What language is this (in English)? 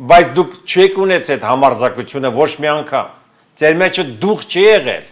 Armenian